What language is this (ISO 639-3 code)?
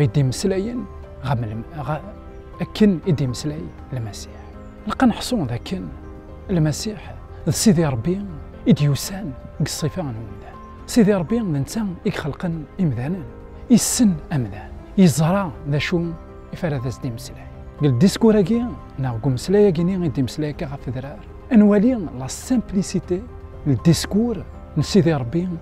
kab